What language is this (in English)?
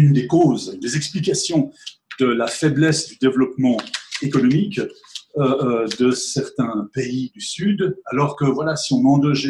French